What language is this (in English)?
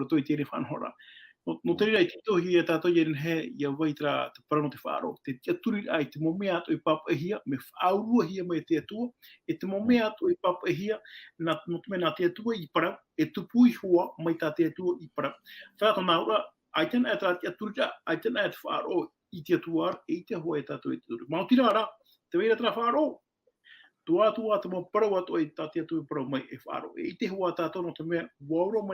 Tahitian